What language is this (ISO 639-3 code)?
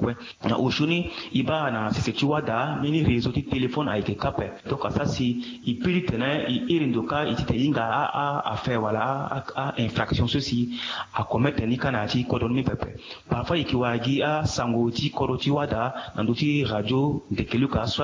sag